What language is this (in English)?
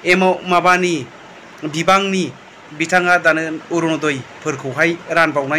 Bodo